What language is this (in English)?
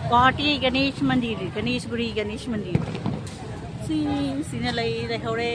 Manipuri